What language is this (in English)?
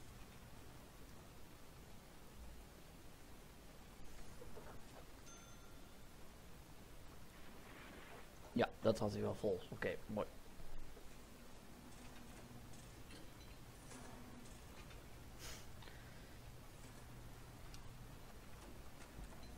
Dutch